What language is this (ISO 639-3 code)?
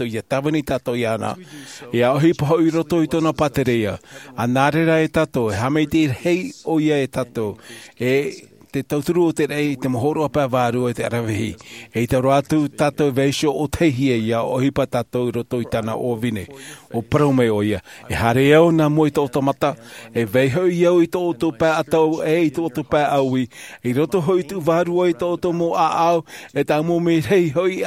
tah